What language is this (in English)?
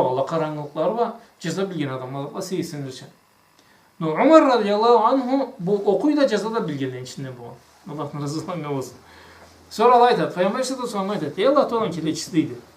Karachay-Balkar